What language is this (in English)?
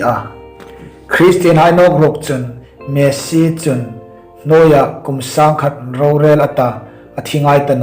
Hmar